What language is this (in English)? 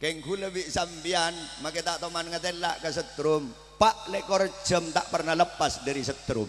Madurese